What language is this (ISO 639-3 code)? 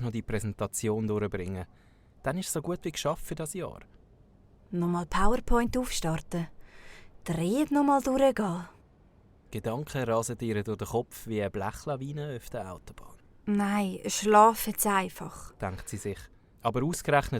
gsw